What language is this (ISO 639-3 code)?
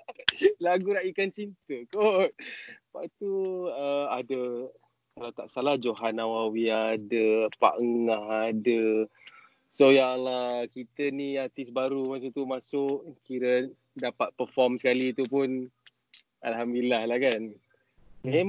msa